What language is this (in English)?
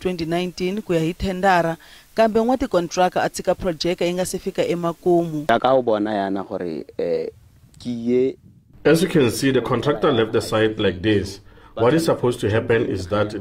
Tsonga